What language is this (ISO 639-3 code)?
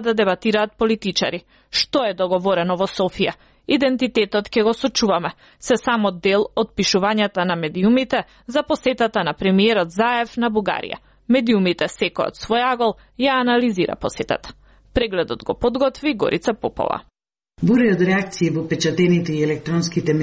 mkd